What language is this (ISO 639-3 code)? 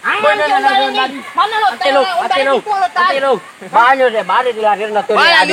min